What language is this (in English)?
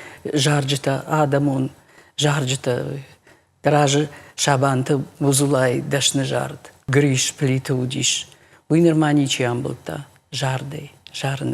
Ossetic